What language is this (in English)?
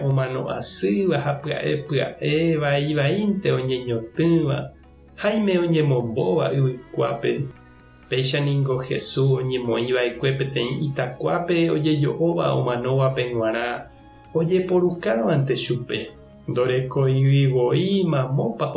Guarani